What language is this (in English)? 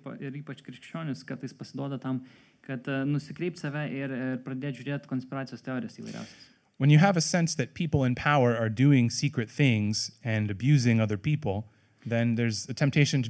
Lithuanian